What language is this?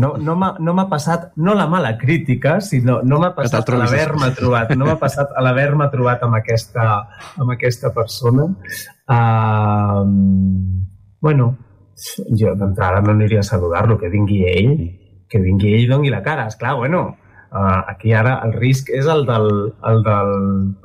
Catalan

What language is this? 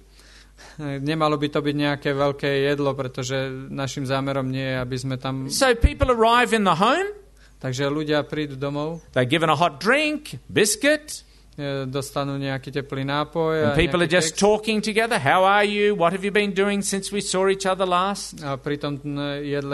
Slovak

